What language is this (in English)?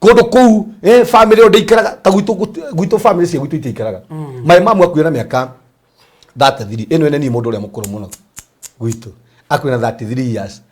Kikuyu